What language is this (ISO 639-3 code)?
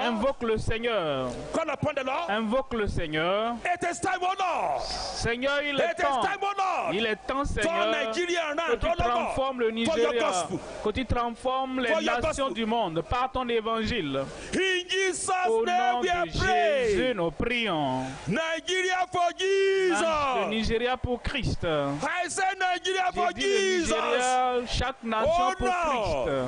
ewe